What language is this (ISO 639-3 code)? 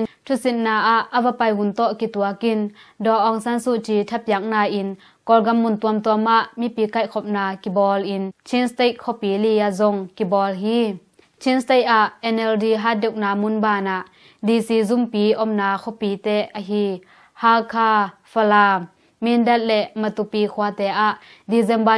ctd